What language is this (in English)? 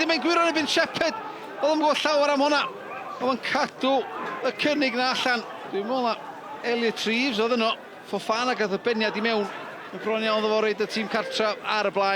Welsh